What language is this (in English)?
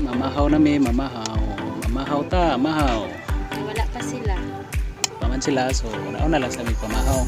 Cebuano